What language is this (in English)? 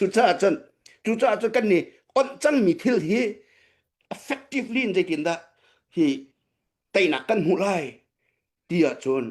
Hakha Chin